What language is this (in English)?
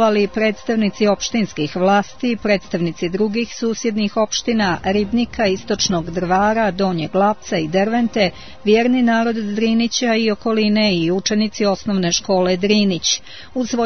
Serbian